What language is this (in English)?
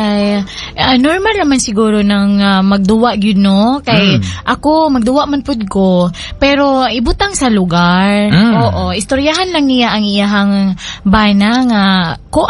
Cebuano